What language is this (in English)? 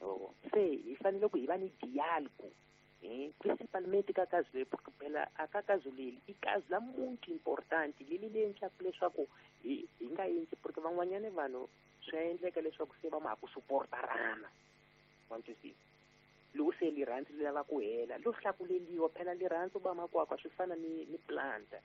Tsonga